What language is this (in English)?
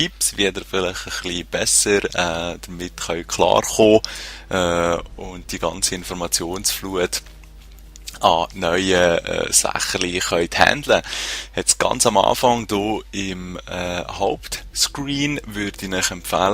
Swiss German